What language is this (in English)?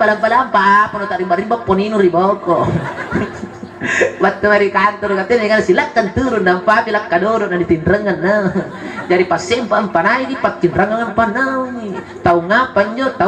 Makasar